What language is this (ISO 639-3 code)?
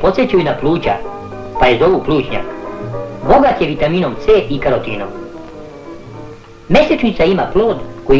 hrv